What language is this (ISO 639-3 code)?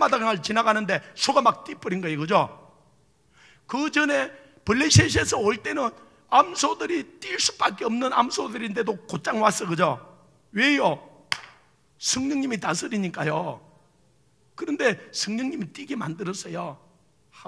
kor